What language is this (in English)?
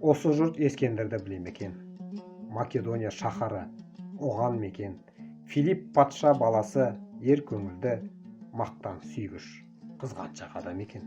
Kazakh